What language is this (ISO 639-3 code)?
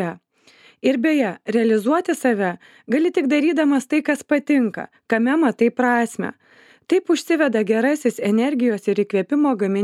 lit